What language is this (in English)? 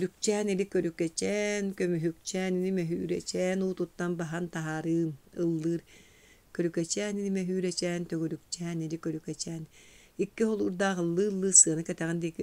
Yakut